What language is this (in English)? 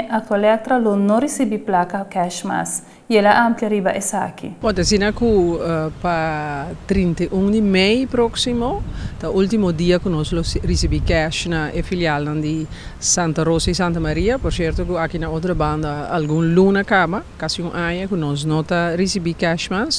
Papiamento